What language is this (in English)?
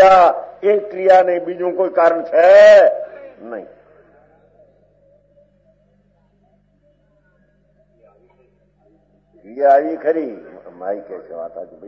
Gujarati